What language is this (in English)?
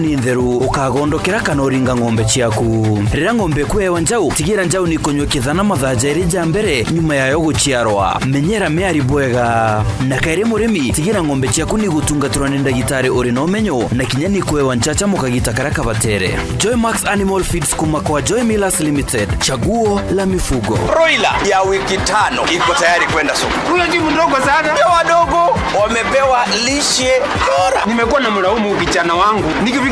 Meru